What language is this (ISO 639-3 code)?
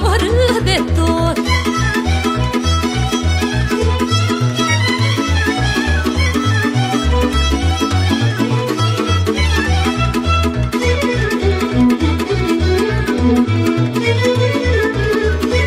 ron